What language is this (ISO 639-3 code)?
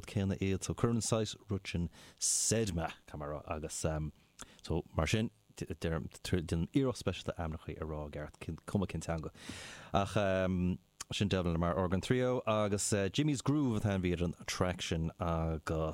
gle